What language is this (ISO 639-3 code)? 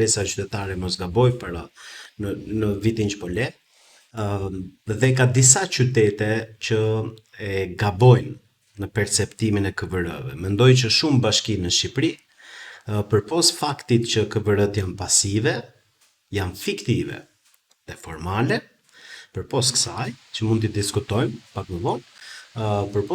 sqi